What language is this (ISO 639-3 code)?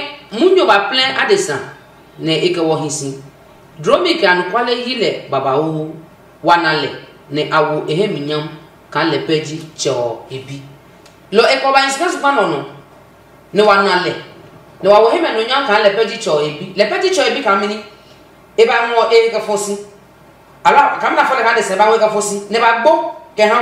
ada